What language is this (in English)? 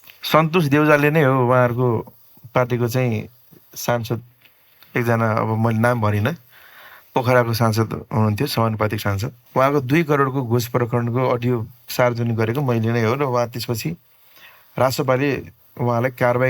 Nepali